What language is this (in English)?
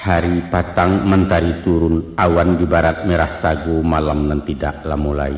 Minangkabau